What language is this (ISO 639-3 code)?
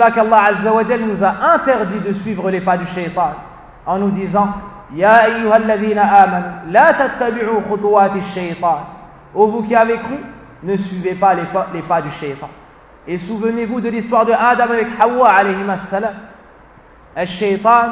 fra